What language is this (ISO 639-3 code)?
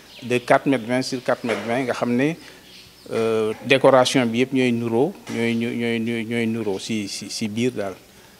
wol